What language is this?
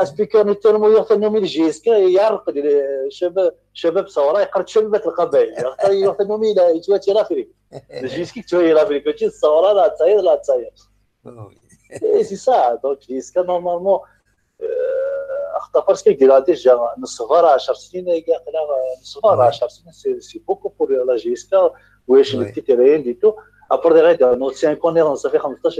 Kabyle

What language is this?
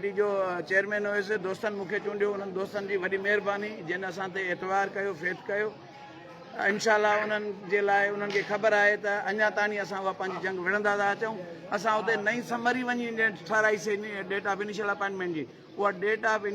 Sindhi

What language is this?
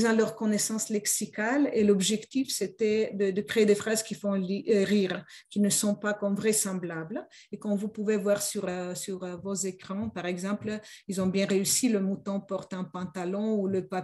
French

